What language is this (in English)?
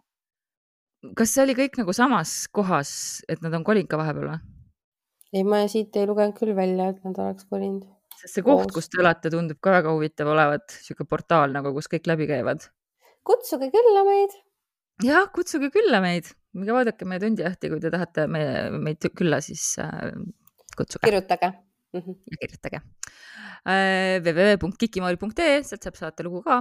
Estonian